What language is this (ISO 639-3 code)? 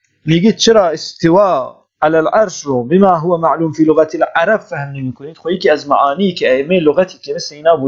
fas